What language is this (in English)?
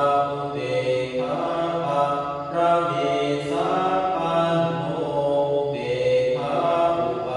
Pali